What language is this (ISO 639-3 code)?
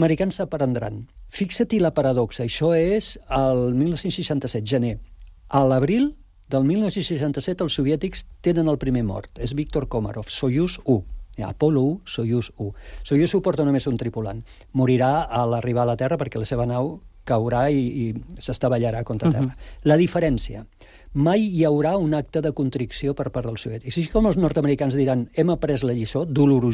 cat